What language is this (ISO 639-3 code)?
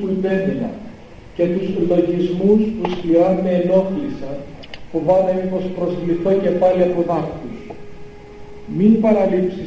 ell